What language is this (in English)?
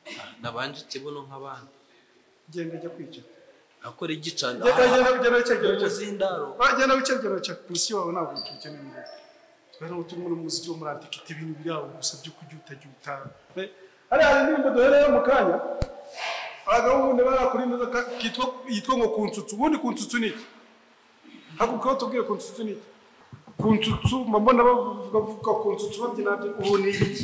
Kinyarwanda